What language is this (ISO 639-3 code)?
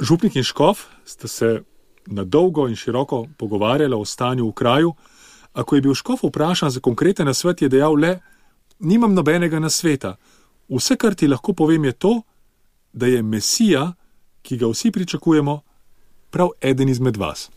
slv